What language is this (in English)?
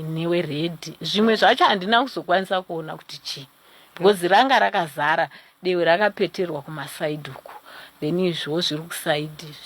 Shona